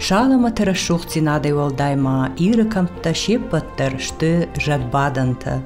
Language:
Ossetic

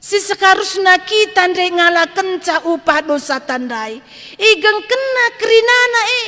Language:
Batak Karo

